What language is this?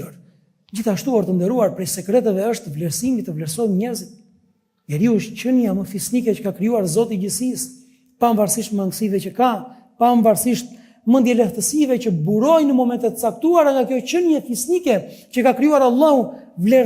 Albanian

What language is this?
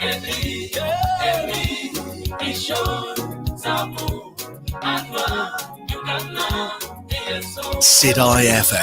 Masai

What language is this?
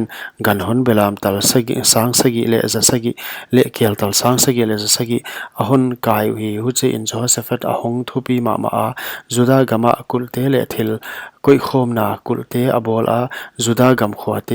Paite Chin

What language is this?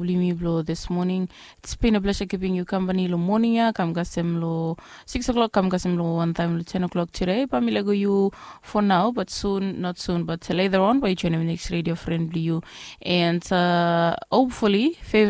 Bislama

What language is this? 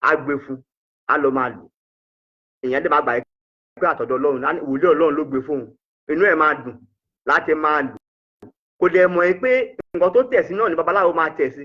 Yoruba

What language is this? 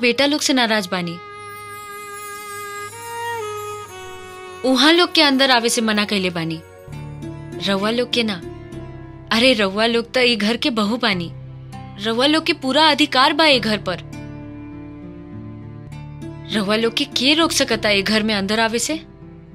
Bhojpuri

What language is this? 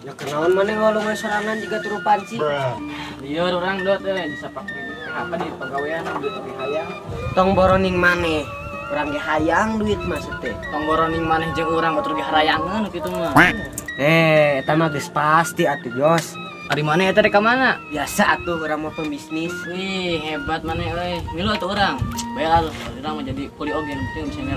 Sundanese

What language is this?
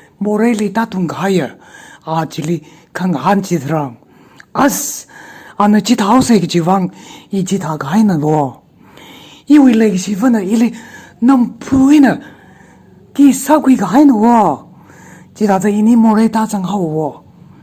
Tangkhul Naga (India)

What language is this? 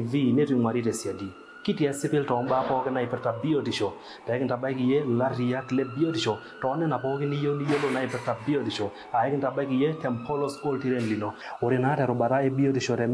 Masai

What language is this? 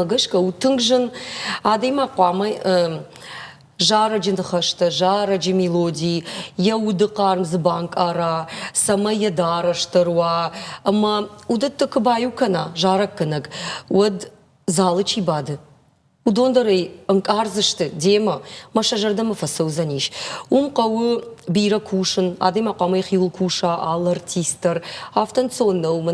Ossetic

